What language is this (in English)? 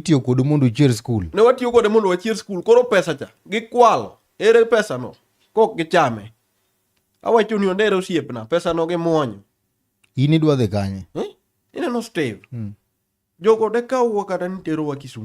Luo (Kenya and Tanzania)